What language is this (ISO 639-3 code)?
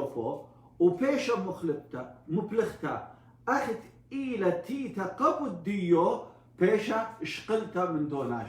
aii